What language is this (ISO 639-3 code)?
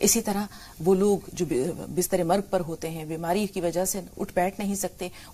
urd